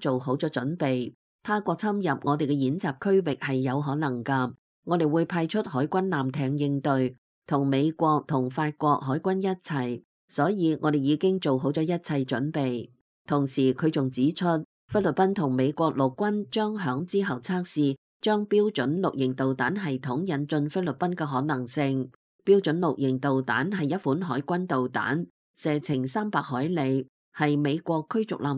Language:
Cantonese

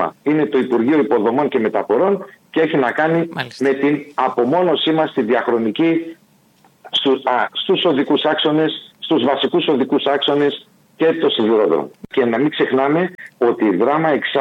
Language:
Greek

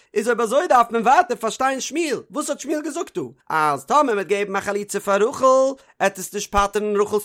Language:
Yiddish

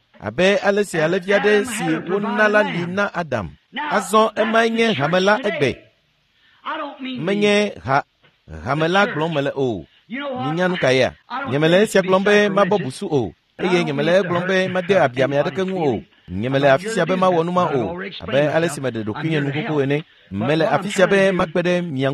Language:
Ewe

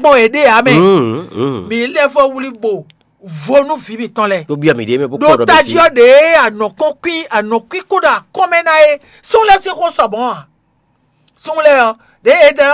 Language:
Fon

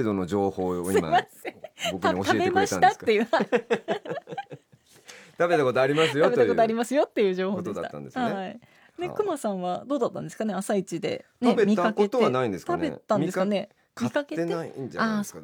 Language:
Japanese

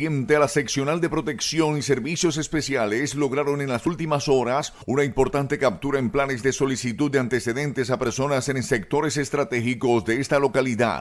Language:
Spanish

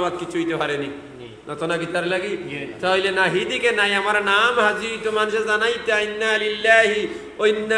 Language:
Sylheti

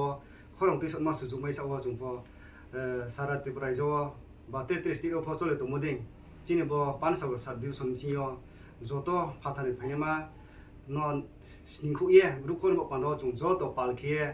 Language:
Riang (India)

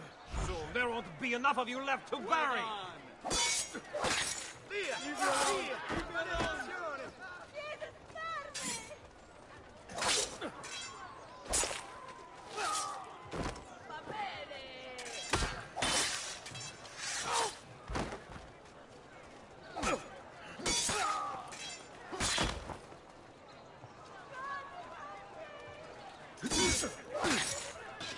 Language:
English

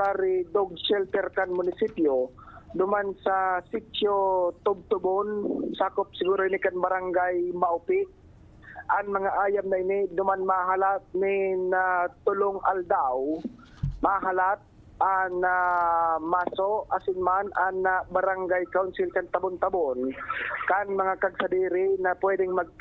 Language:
Bikol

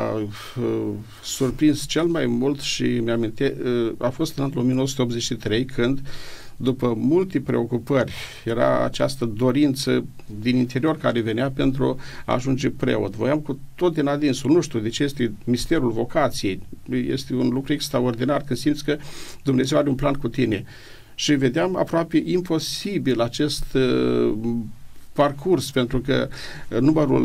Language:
Romanian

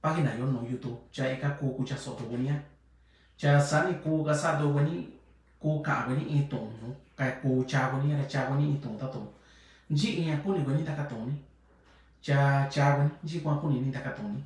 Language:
Mixtepec Mixtec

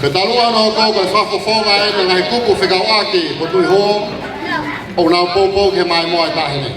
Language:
Tongan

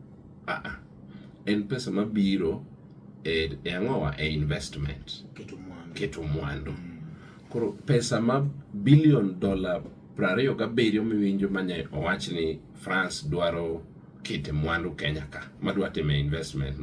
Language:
Luo (Kenya and Tanzania)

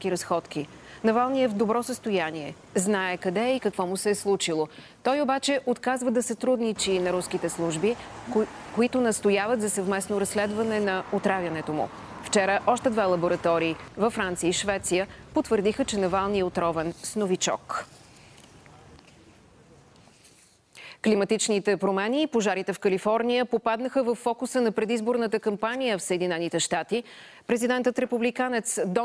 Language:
Bulgarian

